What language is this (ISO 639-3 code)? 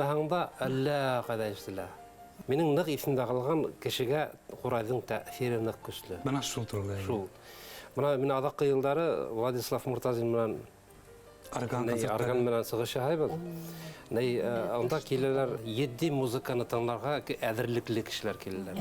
bak